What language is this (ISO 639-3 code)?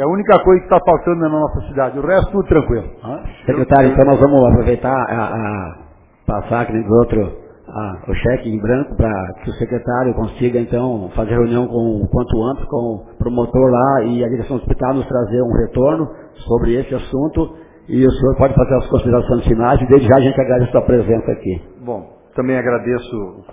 por